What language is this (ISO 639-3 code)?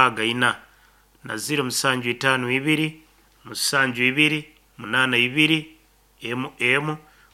nyo